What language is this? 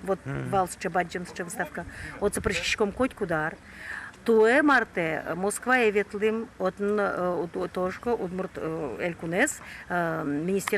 Udmurt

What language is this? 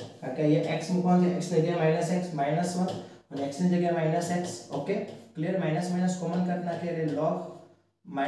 Gujarati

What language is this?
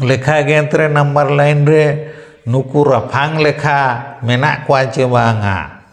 Santali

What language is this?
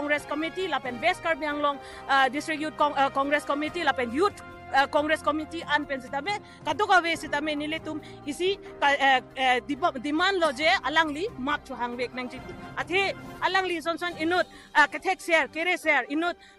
Karbi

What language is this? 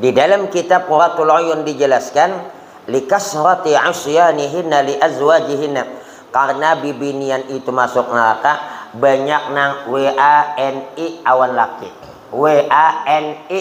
Banjar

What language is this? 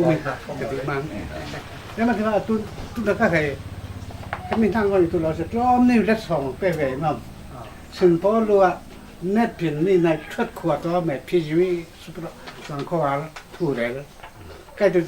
Falam Chin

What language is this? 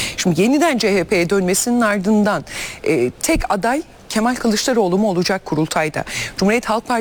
Turkish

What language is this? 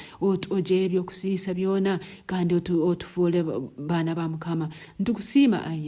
Nyankole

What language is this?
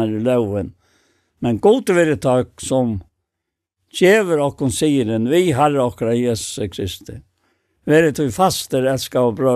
Faroese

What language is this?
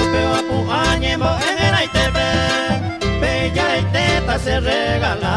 Guarani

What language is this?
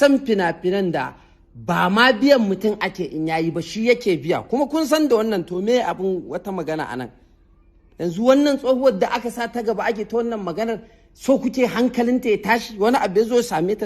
Hausa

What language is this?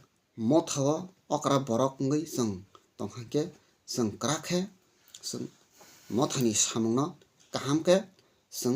Kok Borok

